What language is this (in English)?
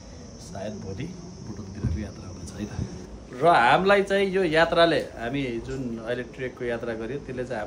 Nepali